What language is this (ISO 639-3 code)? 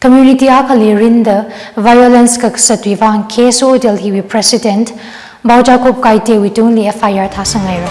nmf